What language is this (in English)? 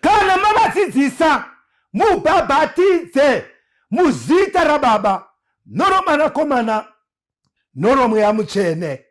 Shona